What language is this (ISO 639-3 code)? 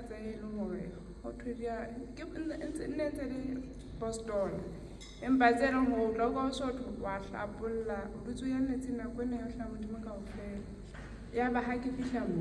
sot